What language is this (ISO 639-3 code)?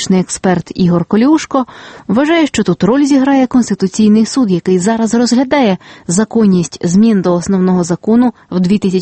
ukr